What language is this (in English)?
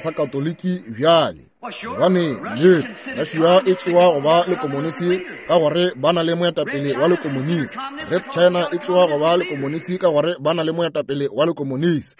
Northern Sotho